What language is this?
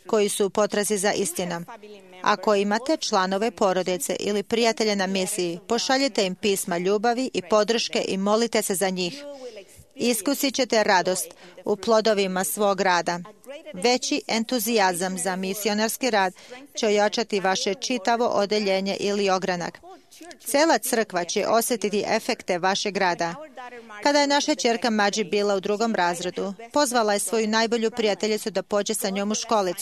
Serbian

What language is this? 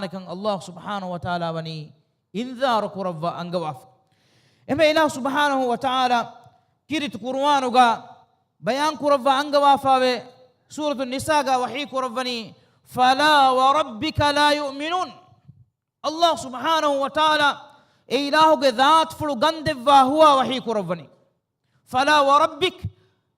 Divehi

